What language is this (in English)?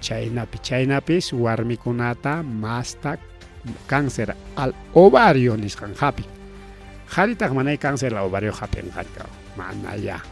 Ayacucho Quechua